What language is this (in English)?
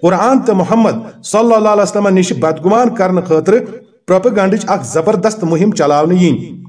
Kashmiri